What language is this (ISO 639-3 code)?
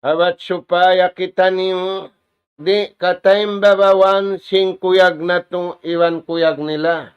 tsg